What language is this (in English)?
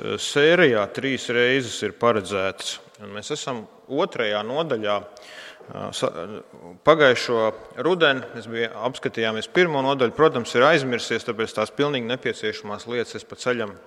Latvian